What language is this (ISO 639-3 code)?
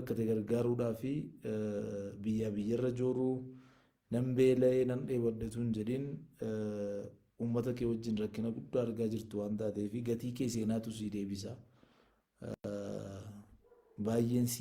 orm